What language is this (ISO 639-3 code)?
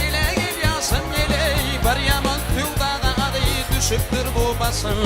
tuk